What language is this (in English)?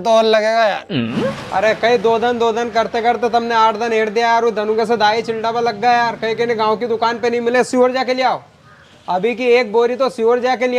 Rajasthani